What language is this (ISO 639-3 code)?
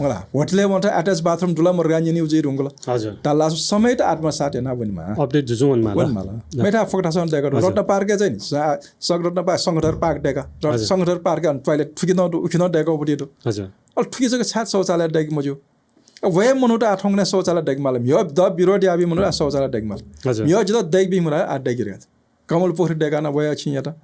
new